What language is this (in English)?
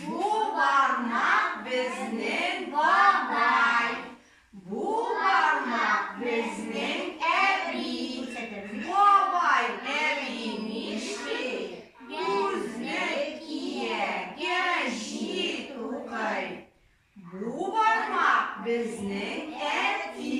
Tatar